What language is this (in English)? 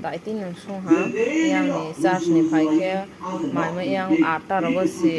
Kok Borok